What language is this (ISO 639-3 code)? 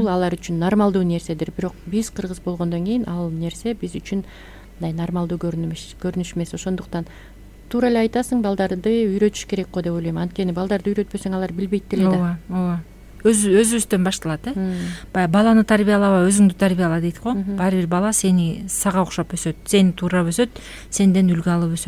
kir